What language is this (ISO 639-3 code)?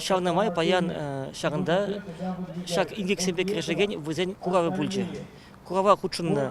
chv